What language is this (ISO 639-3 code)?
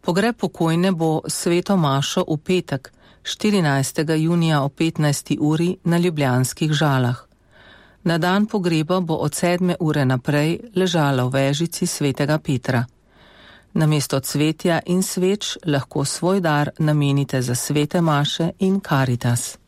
slv